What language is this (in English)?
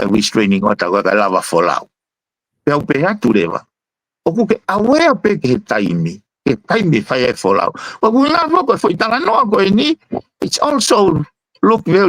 Tongan